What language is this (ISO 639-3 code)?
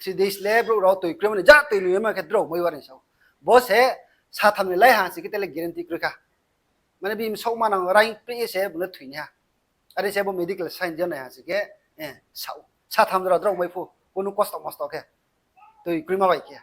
ria